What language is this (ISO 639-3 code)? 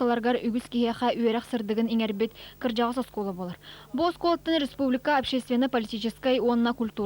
sah